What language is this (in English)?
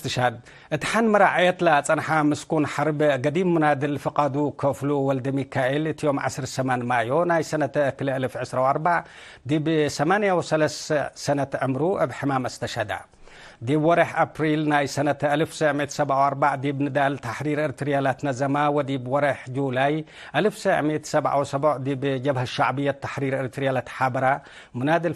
Tigre